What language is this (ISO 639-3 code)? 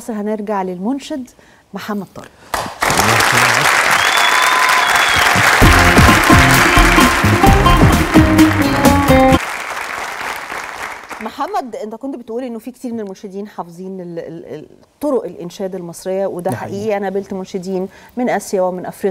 arz